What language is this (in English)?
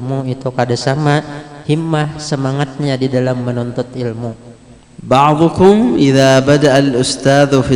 Banjar